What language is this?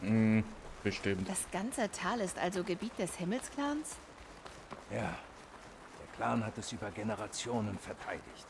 Bavarian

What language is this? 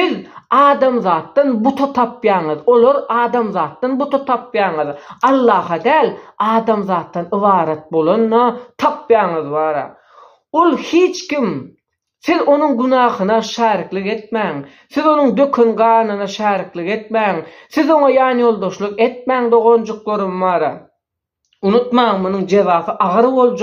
Turkmen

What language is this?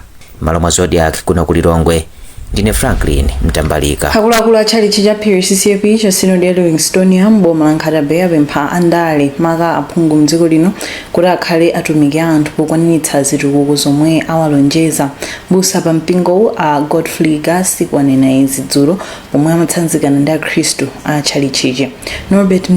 Nyanja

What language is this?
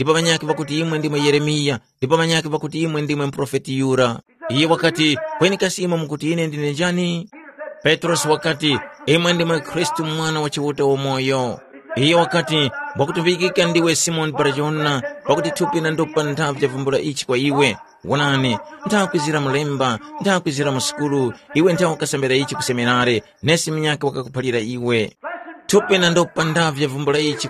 Tumbuka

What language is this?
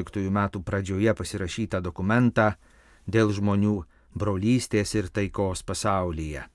Lithuanian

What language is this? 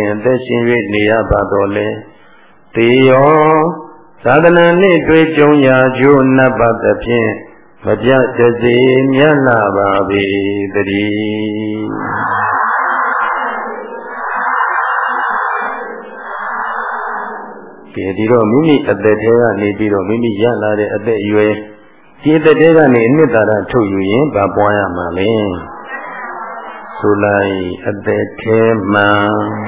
Burmese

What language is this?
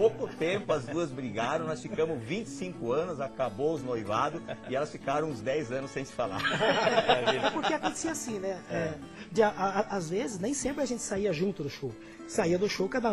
Portuguese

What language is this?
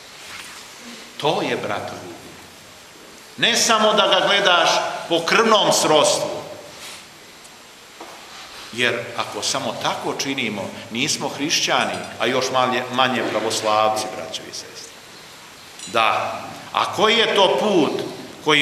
Serbian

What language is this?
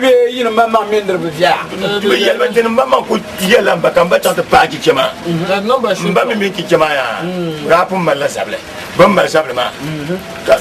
Dagbani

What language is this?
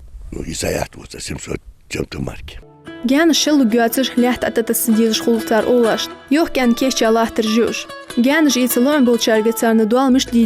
Ingush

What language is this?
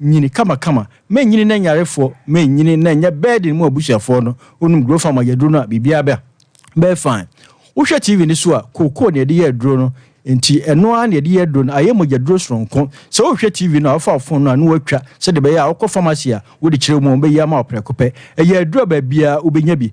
Akan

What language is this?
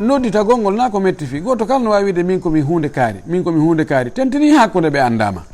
Fula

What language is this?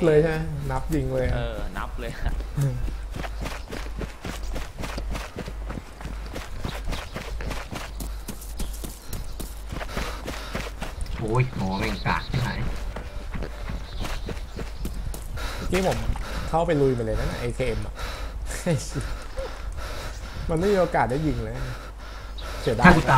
Thai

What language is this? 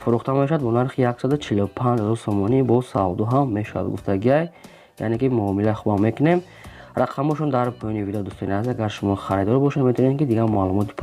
Tajik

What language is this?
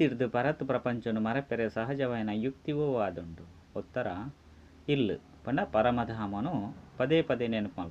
Tulu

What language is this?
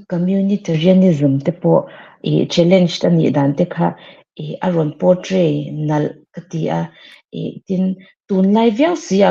Mizo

